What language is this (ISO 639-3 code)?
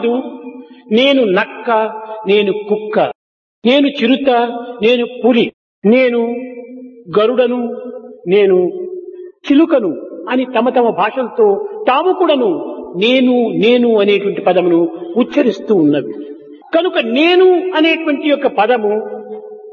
tel